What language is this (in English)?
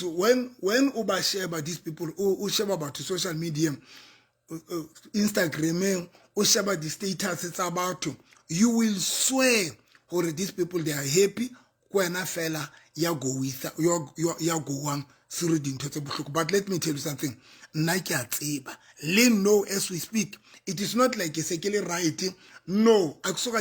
Southern Sotho